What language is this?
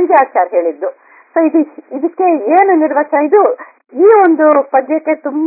Kannada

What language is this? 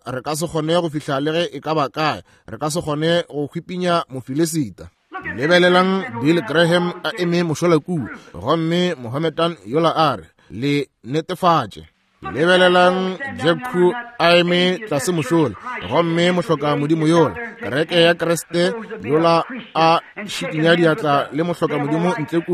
Northern Sotho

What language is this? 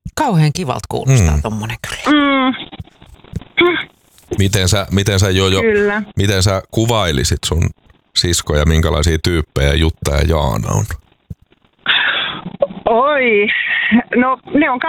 Finnish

